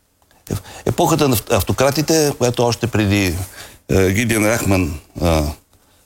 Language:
Bulgarian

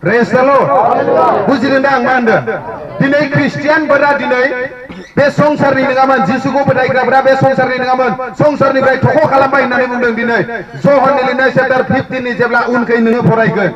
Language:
Bodo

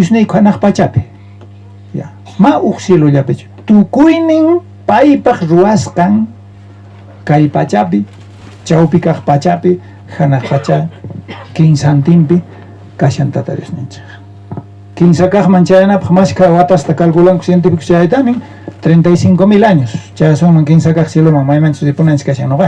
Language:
South Bolivian Quechua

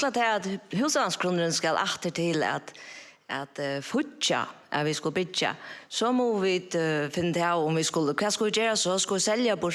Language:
Faroese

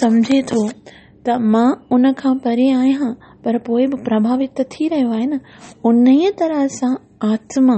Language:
Sindhi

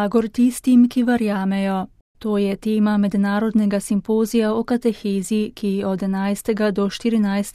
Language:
Slovenian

